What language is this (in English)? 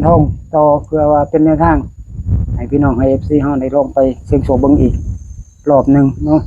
Northeastern Thai